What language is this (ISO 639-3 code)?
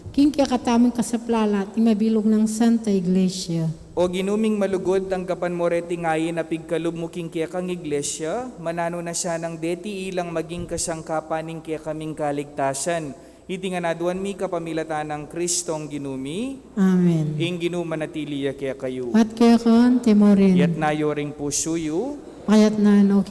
pam